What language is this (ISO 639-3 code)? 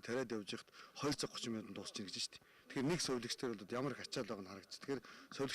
mon